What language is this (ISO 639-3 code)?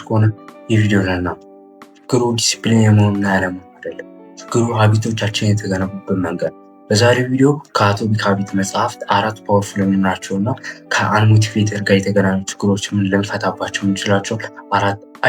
amh